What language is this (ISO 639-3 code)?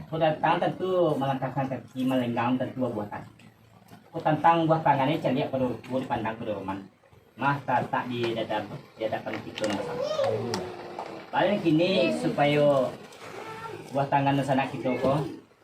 min